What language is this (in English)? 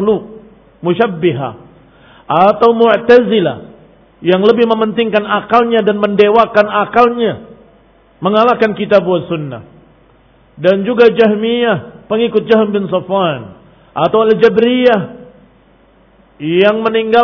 Indonesian